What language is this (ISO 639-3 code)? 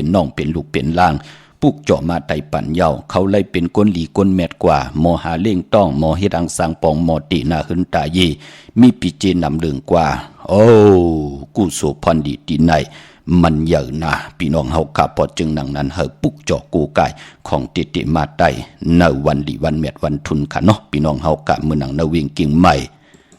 shn